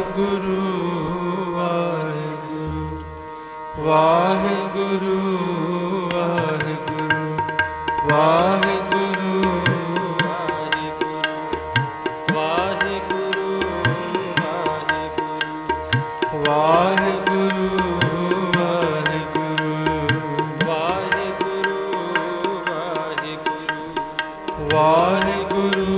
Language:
Punjabi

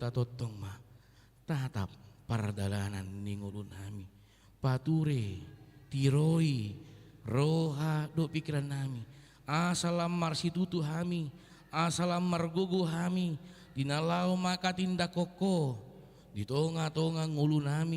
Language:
Batak Toba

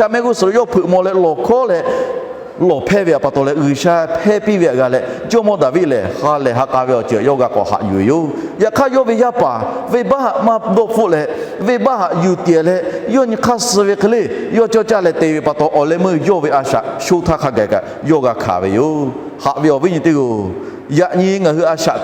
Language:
Lahu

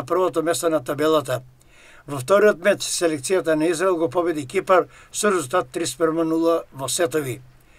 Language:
Macedonian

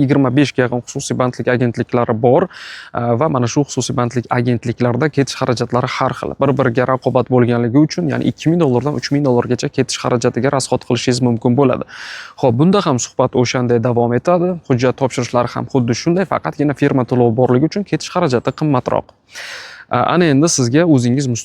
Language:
Uzbek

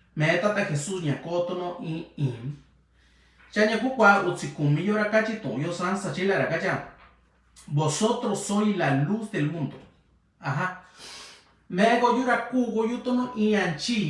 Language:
Mixtepec Mixtec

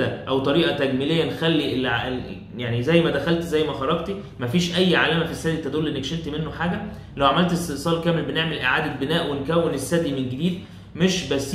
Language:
Egyptian Arabic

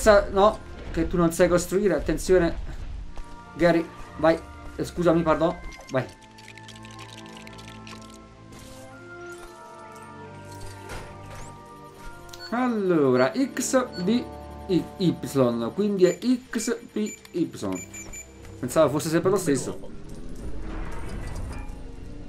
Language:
Italian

